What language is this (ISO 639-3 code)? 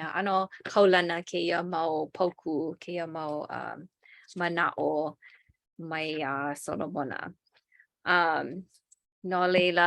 haw